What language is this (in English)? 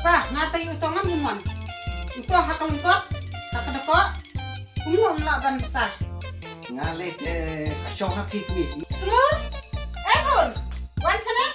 Khasi